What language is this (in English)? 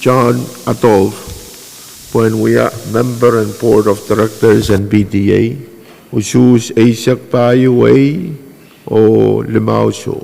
Pohnpeian